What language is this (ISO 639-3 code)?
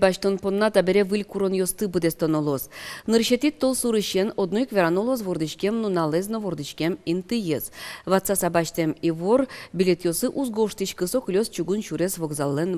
udm